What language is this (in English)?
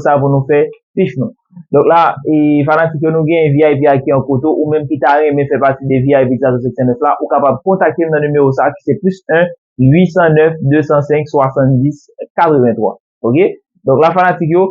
Haitian Creole